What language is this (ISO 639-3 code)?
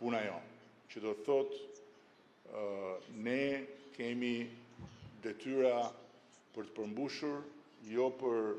sqi